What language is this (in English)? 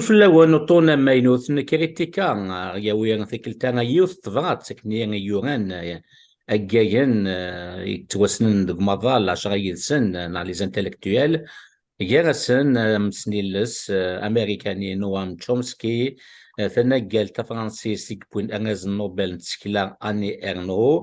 Kabyle